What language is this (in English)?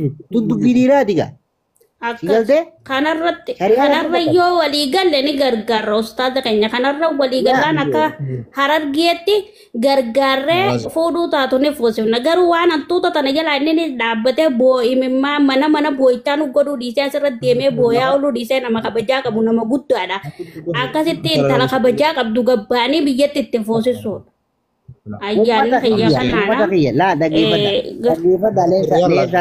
Oromo